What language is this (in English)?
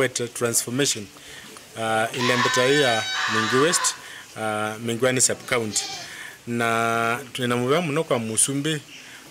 Kamba